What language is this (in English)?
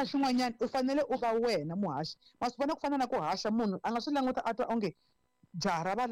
Tsonga